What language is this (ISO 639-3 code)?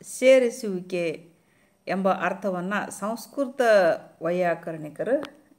kan